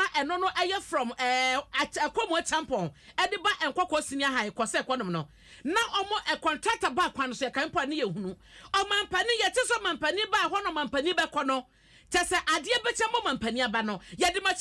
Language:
Akan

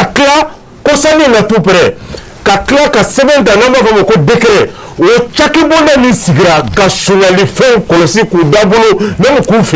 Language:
Bambara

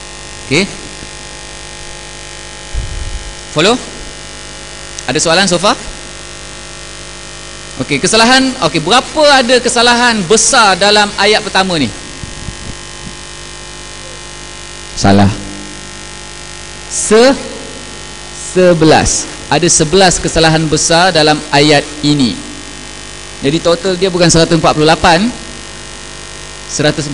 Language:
Malay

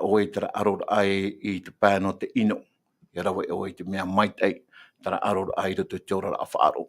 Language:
Tahitian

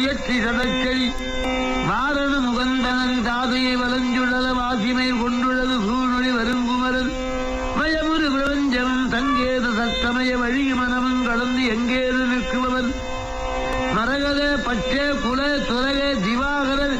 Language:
Tamil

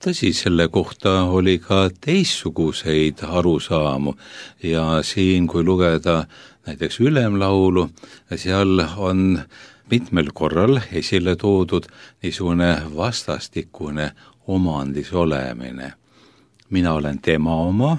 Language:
Estonian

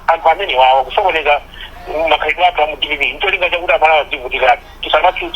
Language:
Nyanja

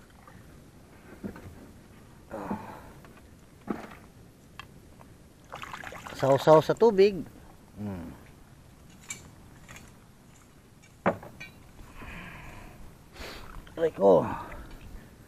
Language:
Filipino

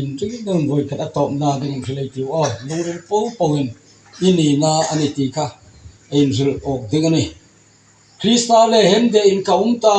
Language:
Hmar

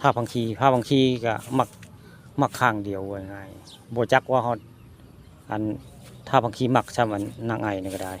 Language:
Northeastern Thai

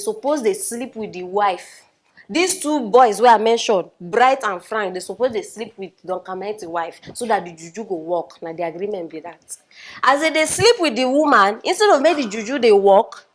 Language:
Nigerian Pidgin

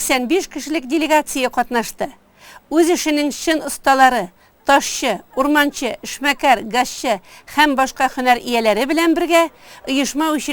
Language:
Tatar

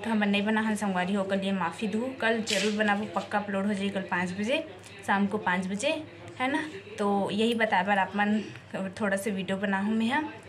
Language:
Chhattisgarhi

